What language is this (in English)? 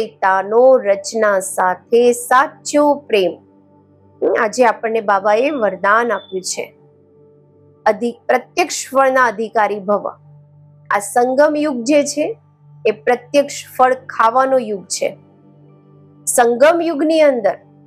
Gujarati